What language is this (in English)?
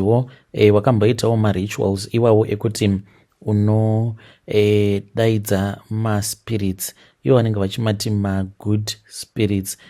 Shona